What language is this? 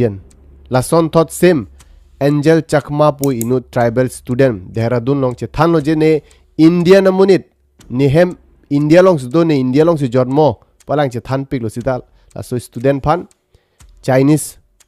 Karbi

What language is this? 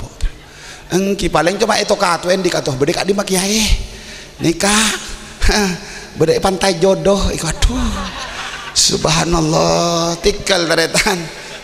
Madurese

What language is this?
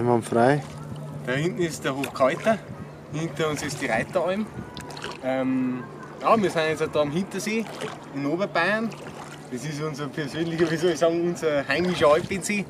Bavarian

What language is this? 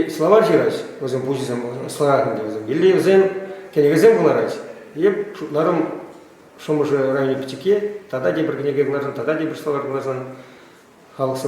Chuvash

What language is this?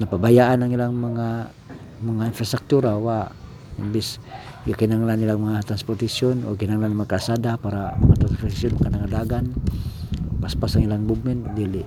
Cebuano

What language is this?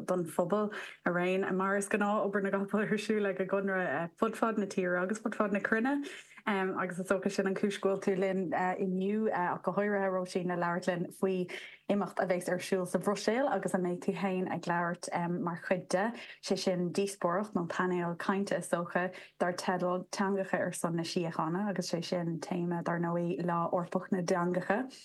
Irish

